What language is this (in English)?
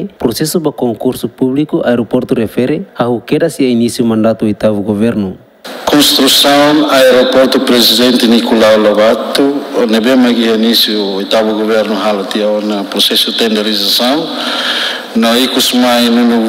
Tetum